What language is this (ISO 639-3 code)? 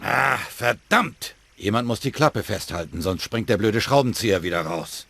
bar